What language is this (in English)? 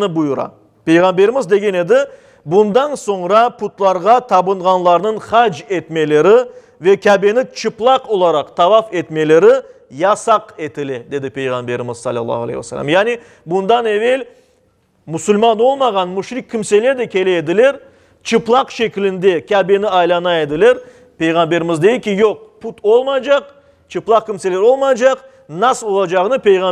Crimean Tatar